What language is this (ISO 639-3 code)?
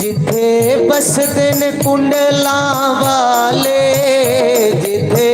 doi